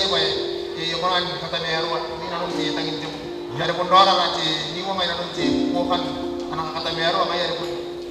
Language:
Gilbertese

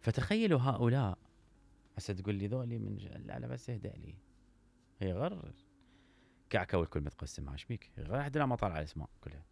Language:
Mesopotamian Arabic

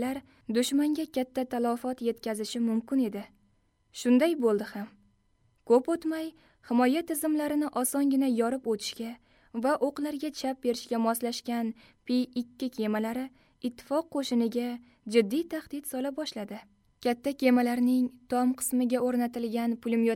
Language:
Uzbek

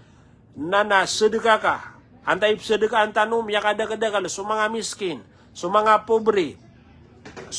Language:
Maranao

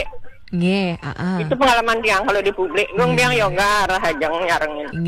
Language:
Balinese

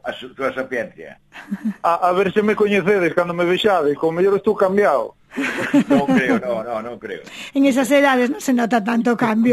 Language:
Galician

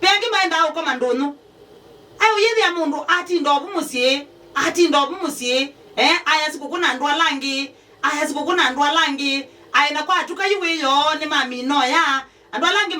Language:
Kamba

